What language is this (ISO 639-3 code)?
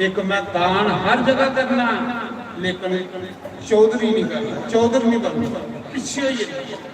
doi